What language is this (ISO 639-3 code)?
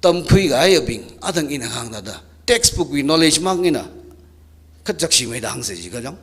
nmf